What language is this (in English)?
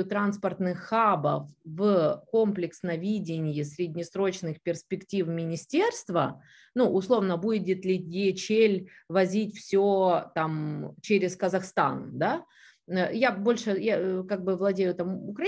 Russian